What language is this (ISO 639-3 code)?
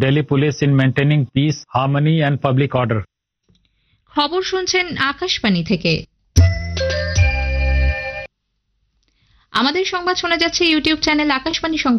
ben